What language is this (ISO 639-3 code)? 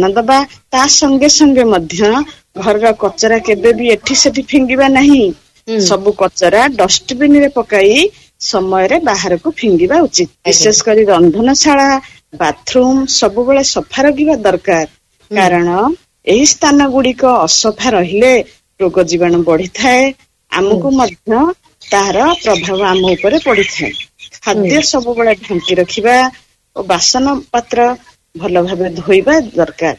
ori